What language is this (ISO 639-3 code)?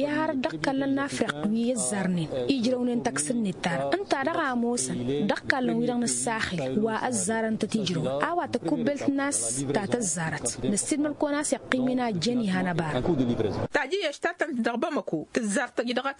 taq